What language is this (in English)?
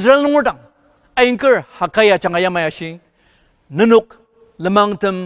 Ao Naga